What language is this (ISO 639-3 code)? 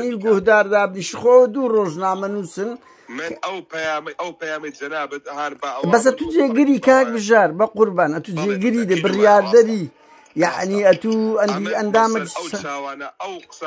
ckb